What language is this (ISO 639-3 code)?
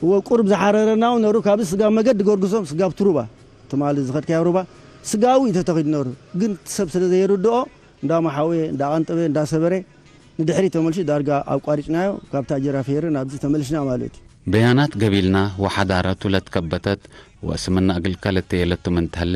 tig